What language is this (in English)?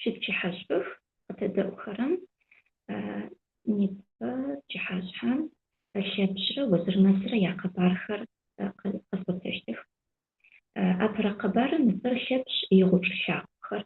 Adyghe